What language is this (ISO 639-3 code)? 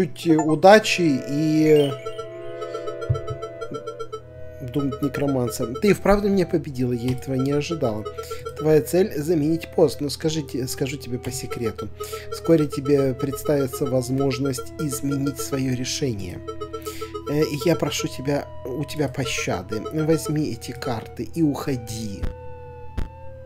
rus